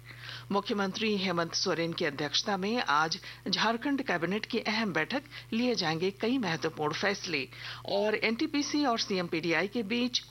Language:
Hindi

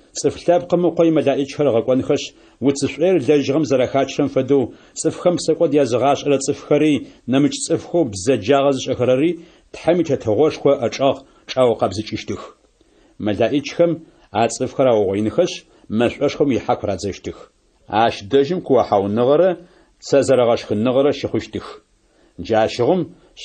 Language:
Adyghe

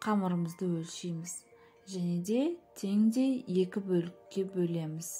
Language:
Kazakh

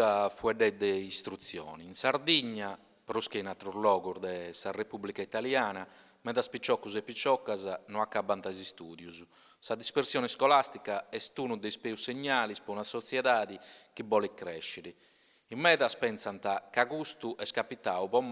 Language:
Sardinian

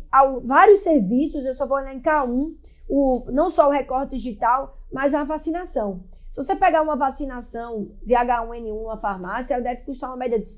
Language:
Portuguese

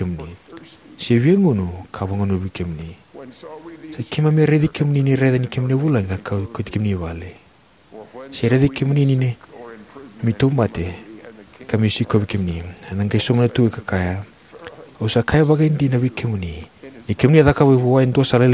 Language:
Fijian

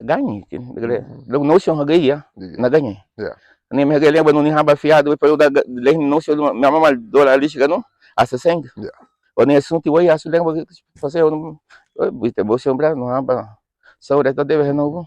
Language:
Garifuna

